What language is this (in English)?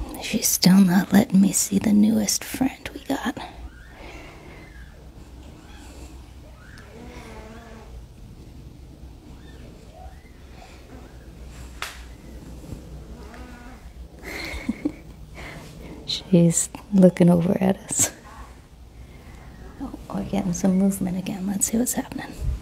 English